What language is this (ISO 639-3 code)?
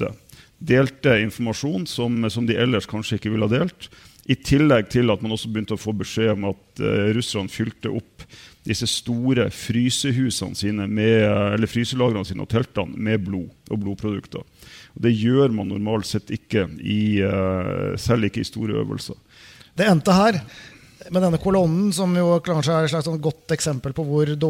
nor